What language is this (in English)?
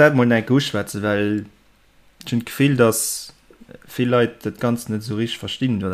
Luxembourgish